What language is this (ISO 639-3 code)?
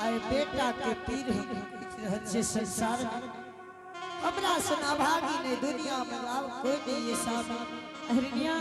anp